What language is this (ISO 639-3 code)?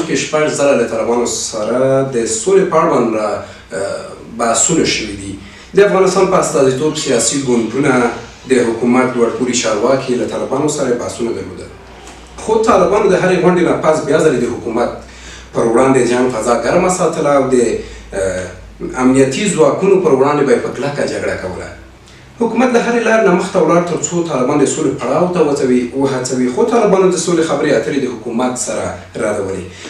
pus